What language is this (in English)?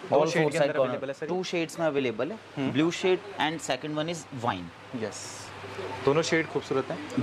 Hindi